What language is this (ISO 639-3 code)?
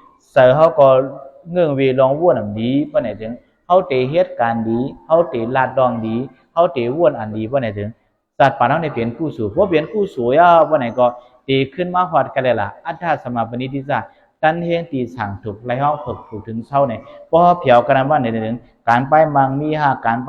shn